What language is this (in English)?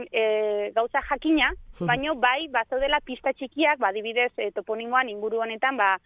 Basque